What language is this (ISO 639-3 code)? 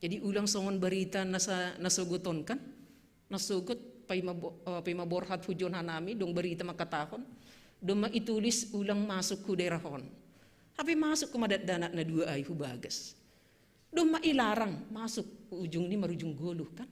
bts